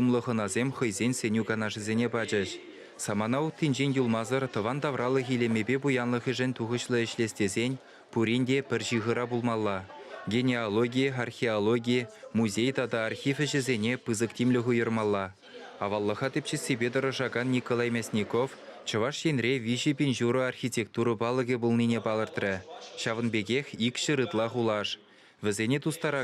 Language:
Chuvash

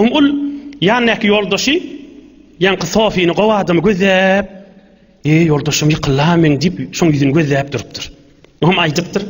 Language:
Turkmen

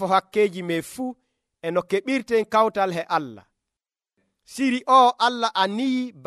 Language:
Nigerian Fulfulde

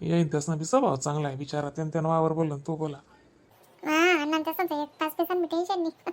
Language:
Khandesi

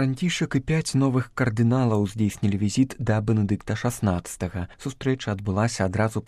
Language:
Belarusian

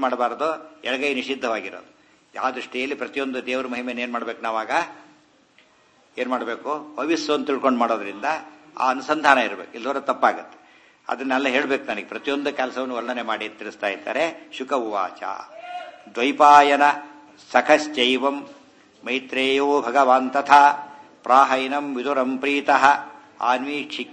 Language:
Kannada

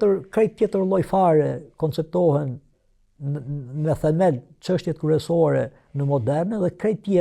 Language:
Albanian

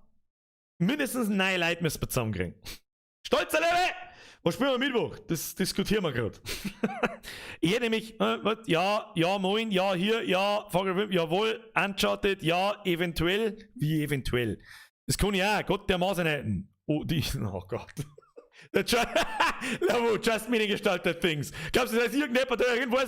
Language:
Bavarian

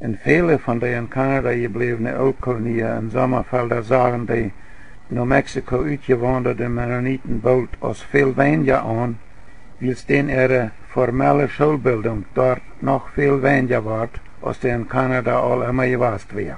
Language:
Plautdietsch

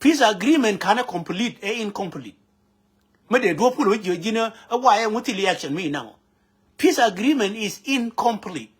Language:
Nuer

